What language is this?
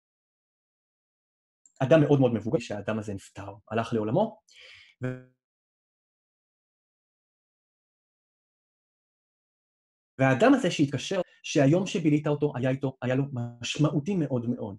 Hebrew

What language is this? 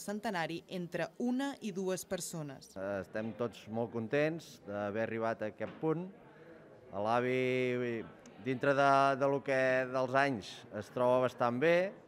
Catalan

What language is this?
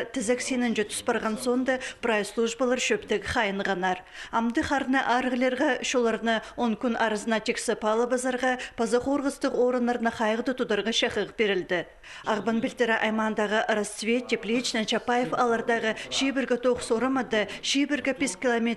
Khakas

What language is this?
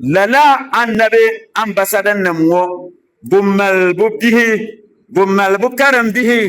Dagbani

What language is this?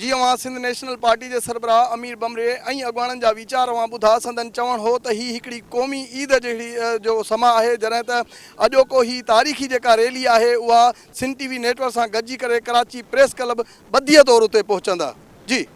Sindhi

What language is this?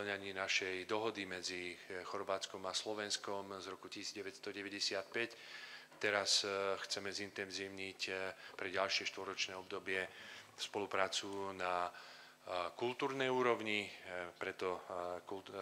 Slovak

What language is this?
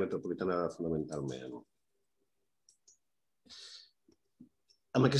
Catalan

